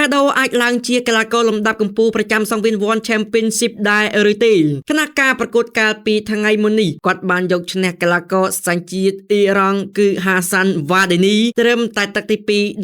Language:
Khmer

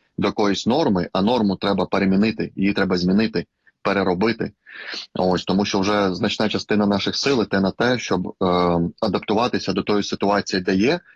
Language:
Ukrainian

